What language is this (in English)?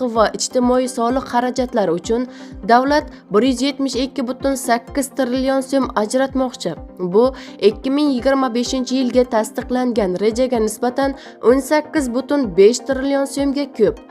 Uzbek